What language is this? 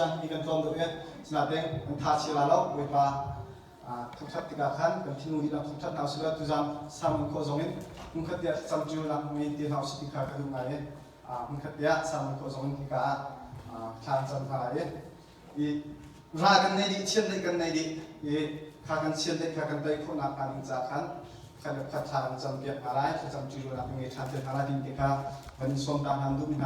Hakha Chin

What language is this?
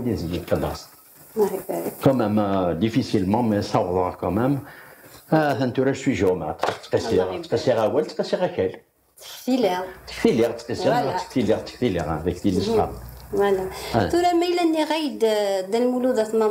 Kabyle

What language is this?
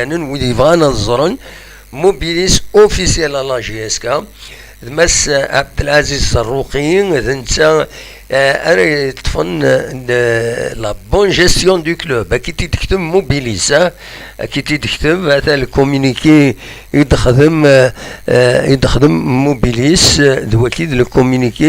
Kabyle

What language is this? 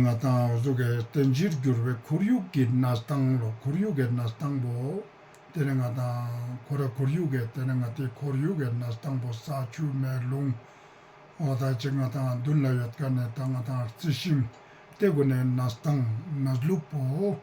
Ladakhi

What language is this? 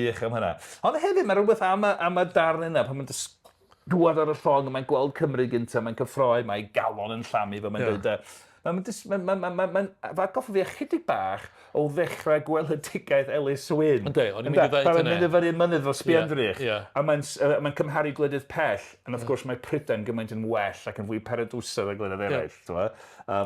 Welsh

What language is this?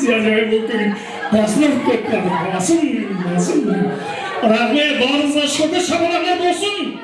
Kara-Kalpak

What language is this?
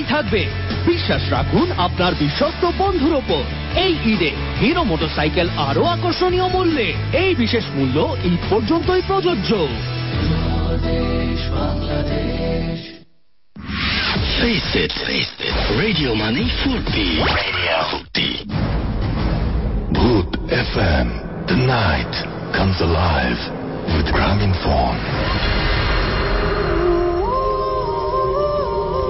Bangla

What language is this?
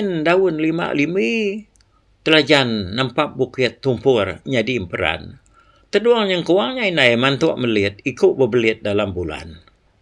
Iban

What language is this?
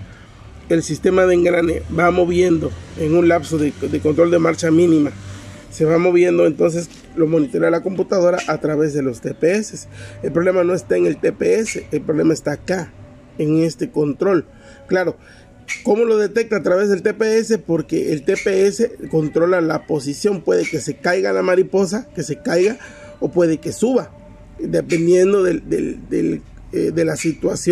Spanish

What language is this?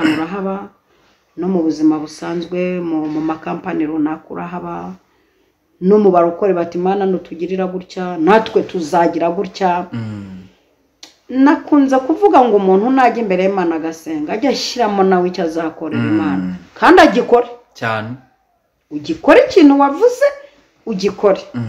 Kinyarwanda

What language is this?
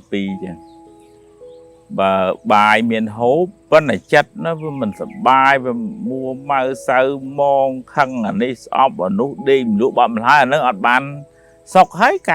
Khmer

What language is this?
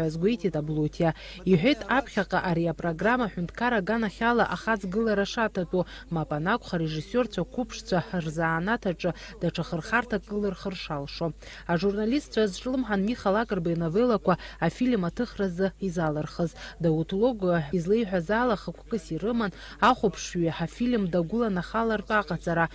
Abkhazian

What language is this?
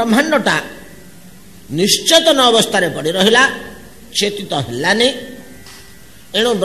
Odia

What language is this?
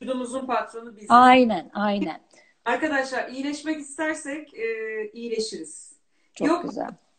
Turkish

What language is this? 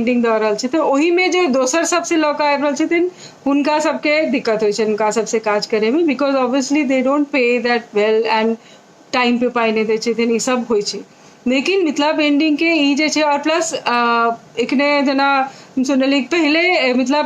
Maithili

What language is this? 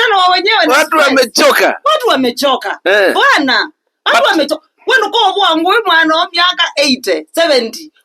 Kamba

